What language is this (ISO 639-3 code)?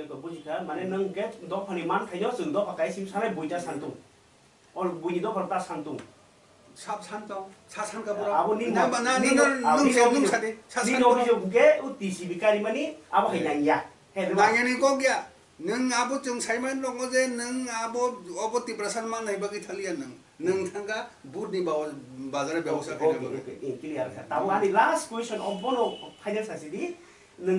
trp